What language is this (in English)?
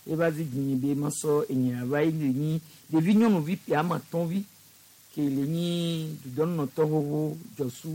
Gen